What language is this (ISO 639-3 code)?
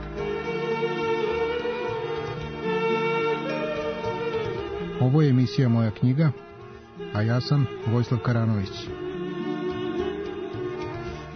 srp